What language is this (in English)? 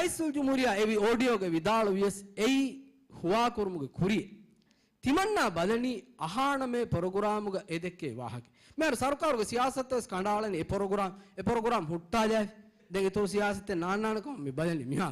Divehi